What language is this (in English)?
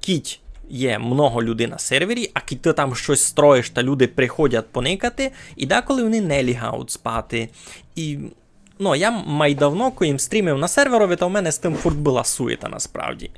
Rusyn